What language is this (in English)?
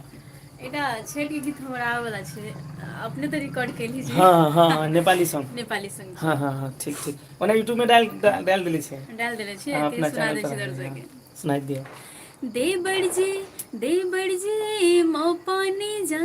Maithili